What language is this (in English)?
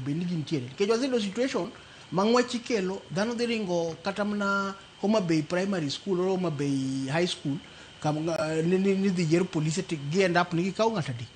Luo (Kenya and Tanzania)